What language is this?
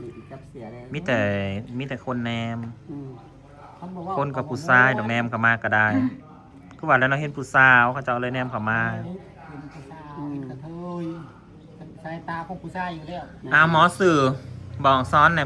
Northeastern Thai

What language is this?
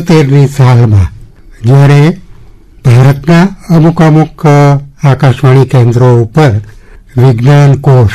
Gujarati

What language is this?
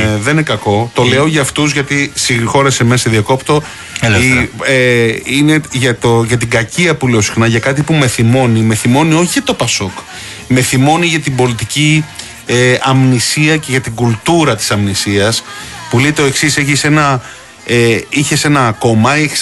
Greek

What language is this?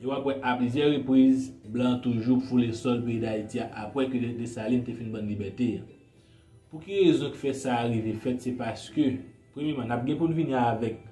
Haitian Creole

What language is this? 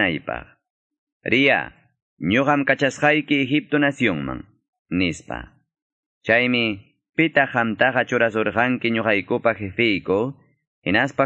Quechua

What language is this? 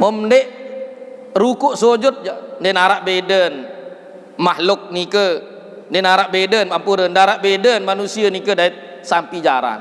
Sasak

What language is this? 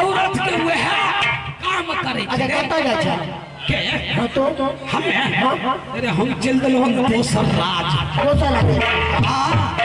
Maithili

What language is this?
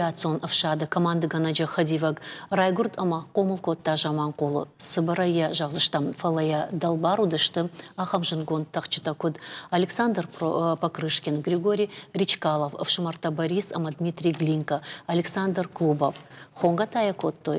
Ossetic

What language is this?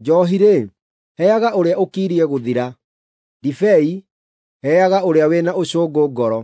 Kikuyu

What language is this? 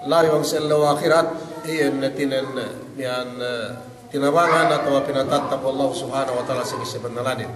Yakan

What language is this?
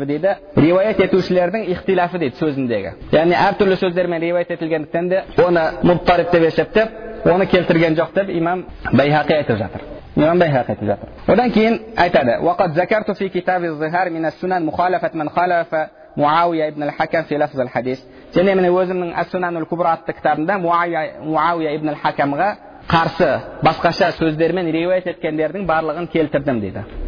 Kazakh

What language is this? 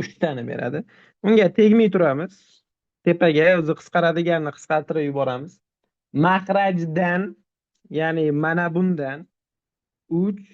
Uzbek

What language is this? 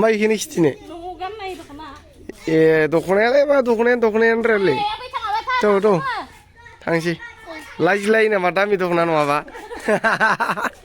Bodo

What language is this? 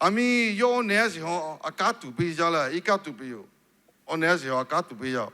Lahu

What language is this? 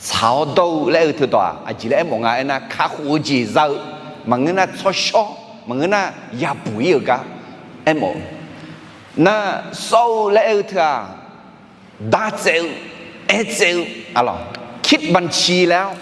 Akha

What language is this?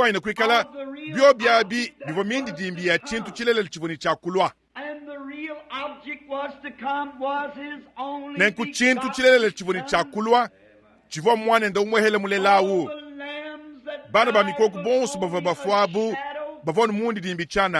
Luba-Lulua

